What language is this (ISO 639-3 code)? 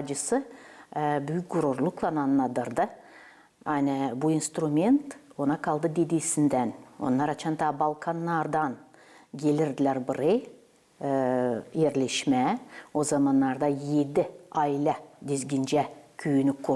gag